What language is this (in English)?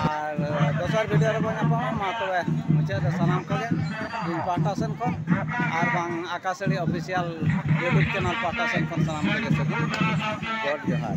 Santali